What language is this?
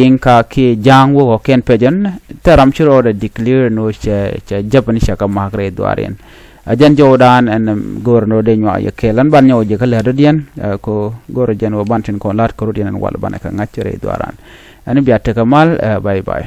Nuer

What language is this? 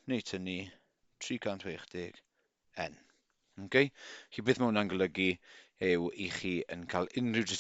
Welsh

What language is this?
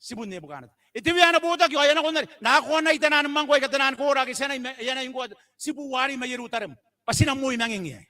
Gilbertese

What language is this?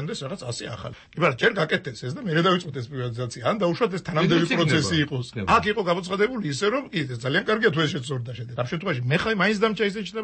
Georgian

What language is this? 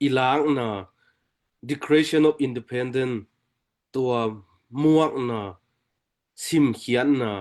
Tedim Chin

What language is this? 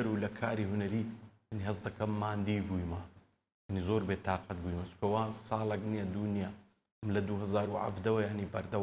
Central Kurdish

